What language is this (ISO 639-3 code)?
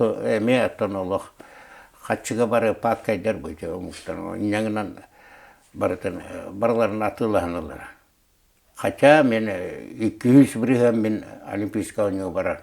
sah